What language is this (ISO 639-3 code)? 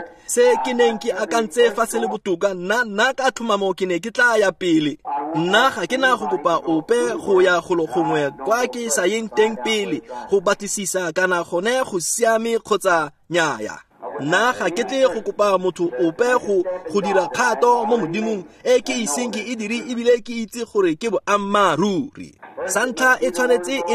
tsn